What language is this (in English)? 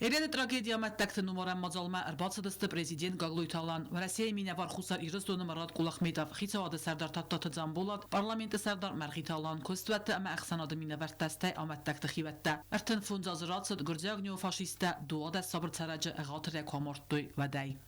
Ossetic